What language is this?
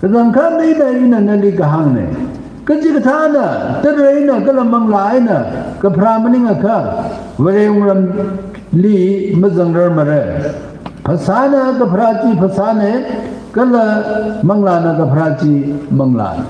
Tangkhul Naga (India)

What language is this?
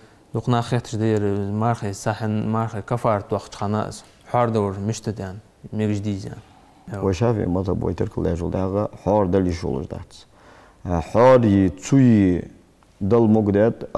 Ingush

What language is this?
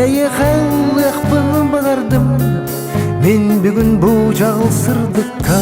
Yakut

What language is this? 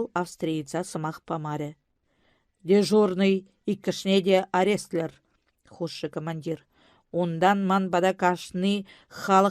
Chuvash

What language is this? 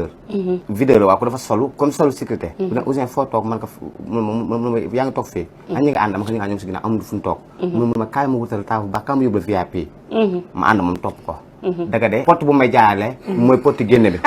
Wolof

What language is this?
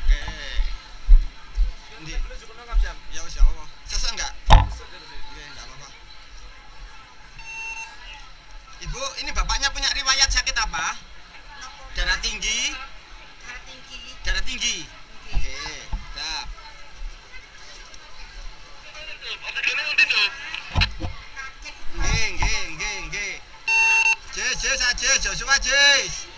Indonesian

